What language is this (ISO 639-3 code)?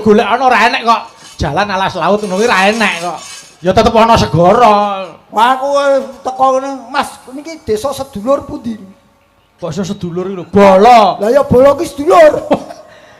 jav